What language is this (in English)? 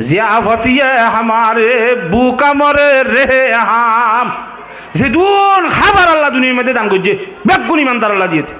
Rohingya